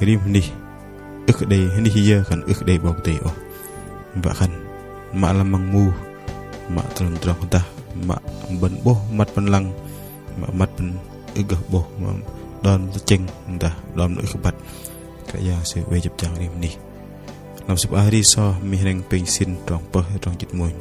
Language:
Bahnar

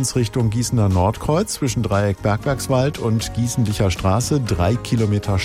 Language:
German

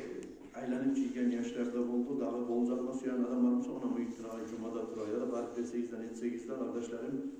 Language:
Kumyk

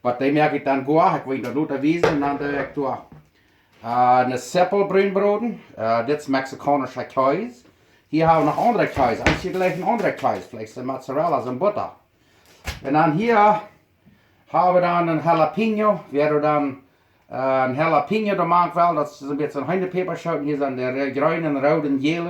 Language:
Plautdietsch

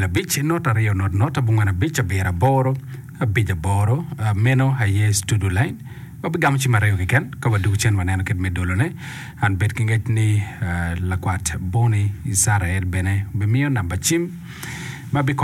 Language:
Acoli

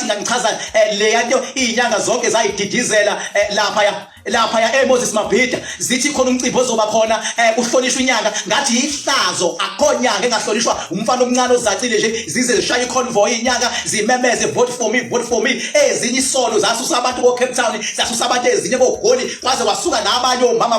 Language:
Zulu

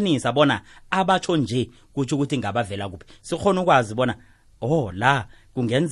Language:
South Ndebele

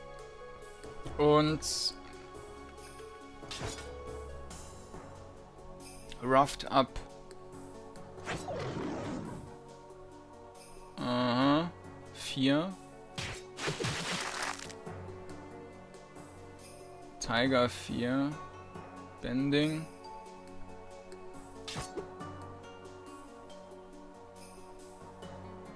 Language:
German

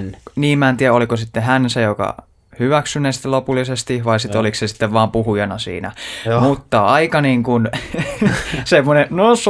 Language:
Finnish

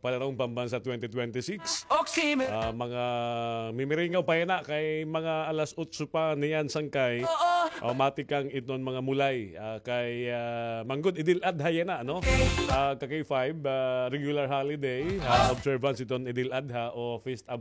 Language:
Waray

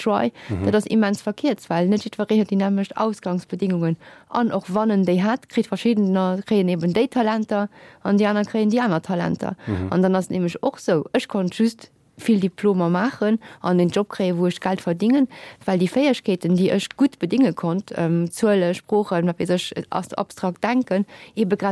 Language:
Luxembourgish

